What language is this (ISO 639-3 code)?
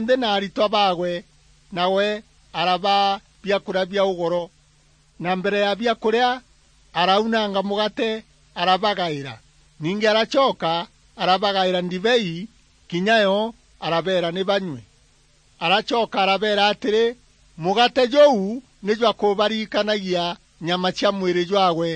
mer